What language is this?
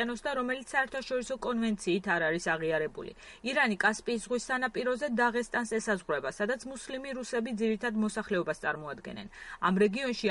Georgian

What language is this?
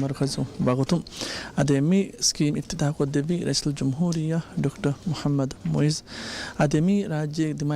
Divehi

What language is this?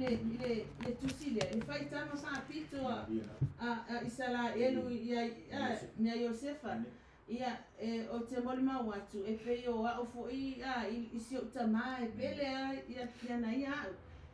Samoan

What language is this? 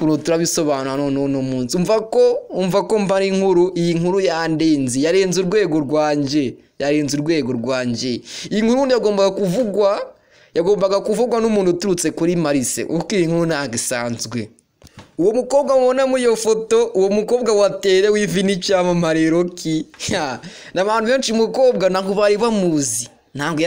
Kinyarwanda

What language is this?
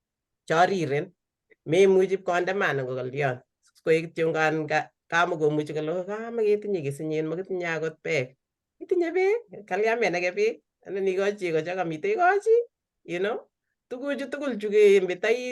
Kalenjin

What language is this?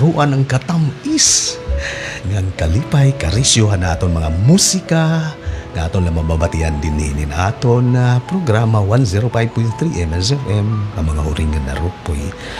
Waray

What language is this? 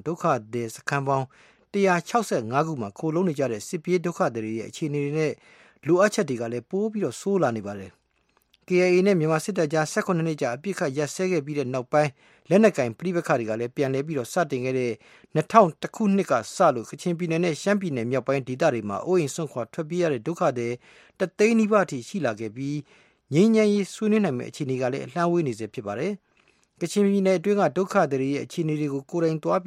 Burmese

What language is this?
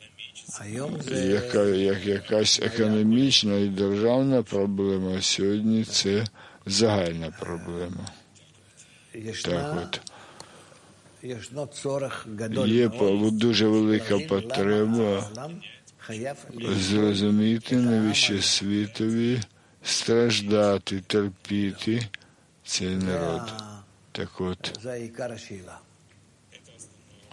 Ukrainian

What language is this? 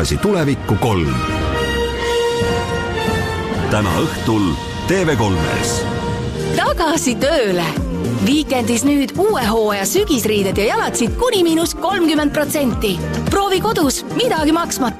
Estonian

